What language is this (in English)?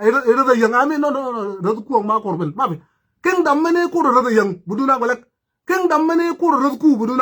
Nuer